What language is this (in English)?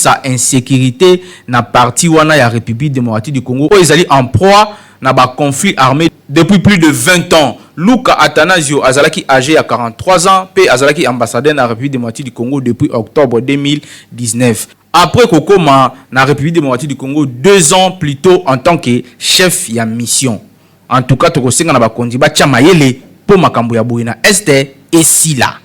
Lingala